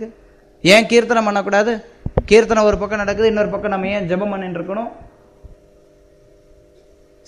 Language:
Tamil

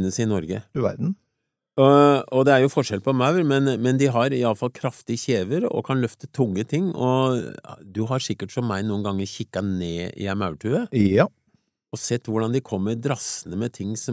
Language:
Norwegian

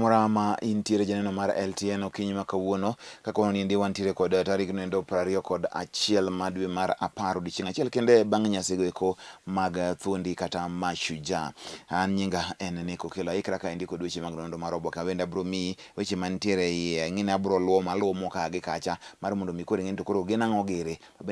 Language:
Luo (Kenya and Tanzania)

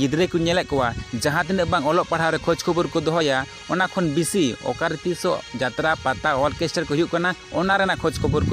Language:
Santali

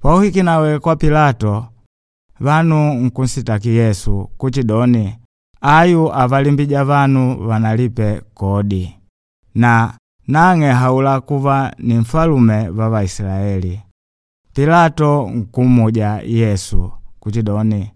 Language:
Makonde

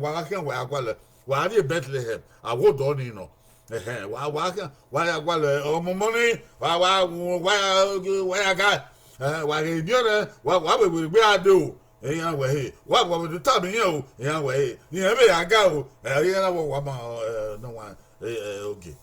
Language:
Bini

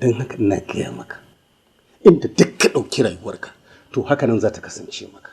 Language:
Hausa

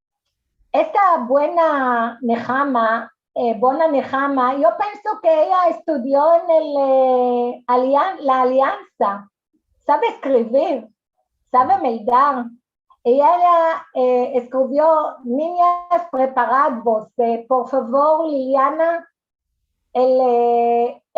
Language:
Ladino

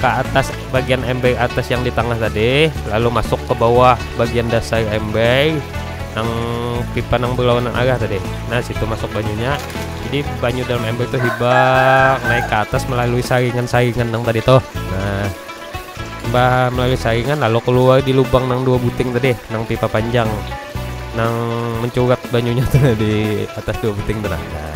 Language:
Banjar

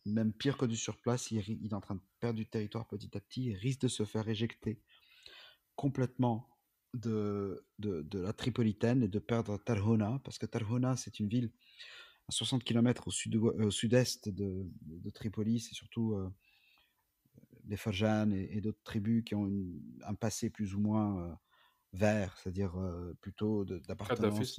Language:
French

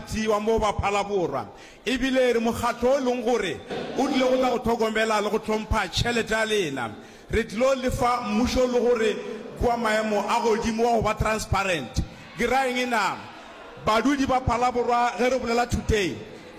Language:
Northern Sotho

